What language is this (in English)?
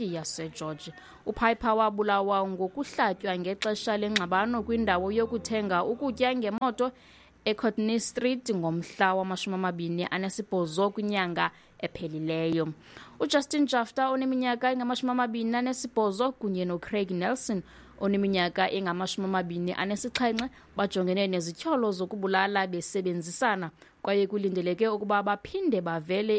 Xhosa